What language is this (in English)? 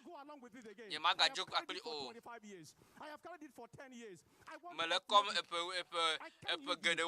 Ewe